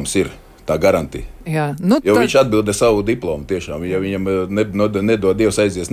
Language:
Latvian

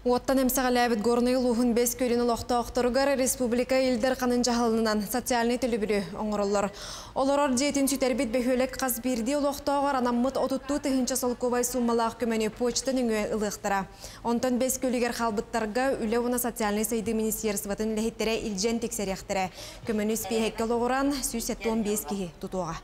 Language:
Yakut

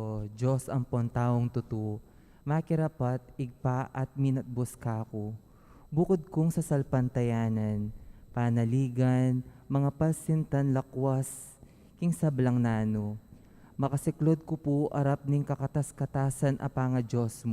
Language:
Pampanga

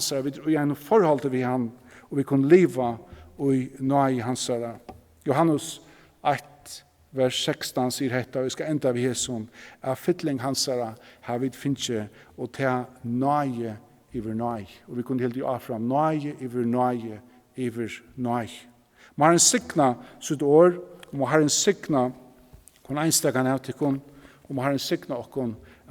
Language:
Faroese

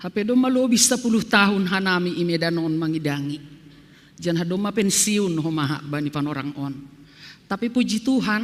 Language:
Batak Simalungun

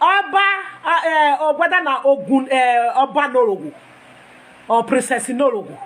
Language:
Nigerian Pidgin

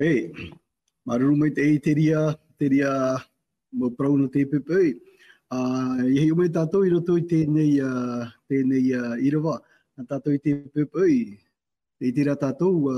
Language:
Tahitian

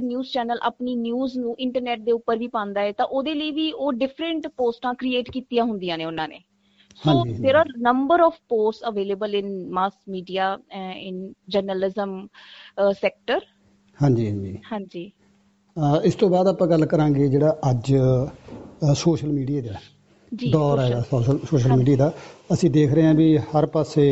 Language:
Punjabi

